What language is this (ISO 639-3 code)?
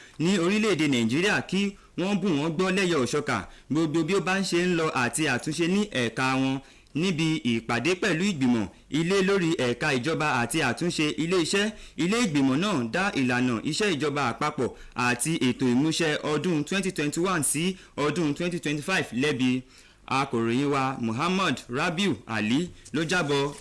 yor